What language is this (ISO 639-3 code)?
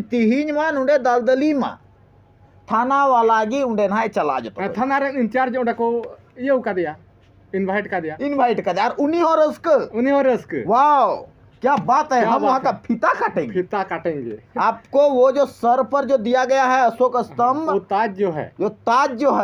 sat